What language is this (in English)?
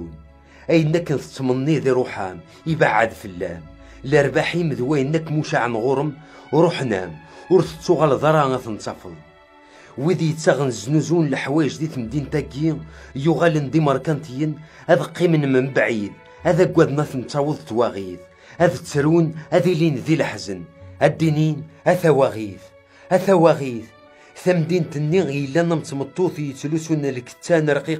Kabyle